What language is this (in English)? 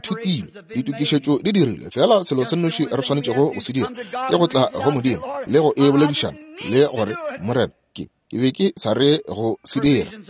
Northern Sotho